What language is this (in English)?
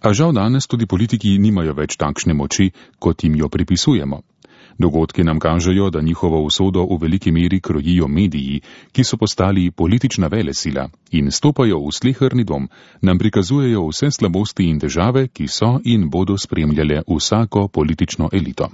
Slovenian